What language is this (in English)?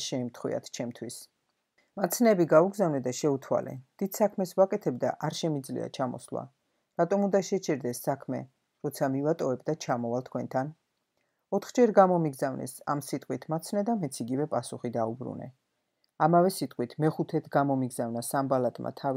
Georgian